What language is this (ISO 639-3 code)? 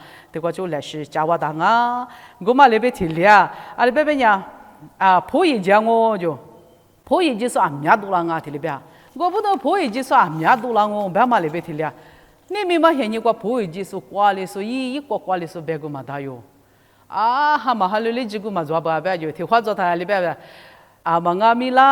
lis